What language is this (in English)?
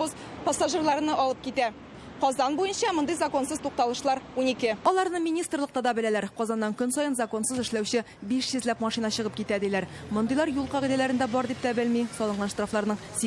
Tatar